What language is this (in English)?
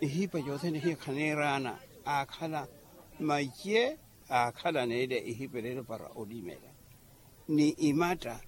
Makhuwa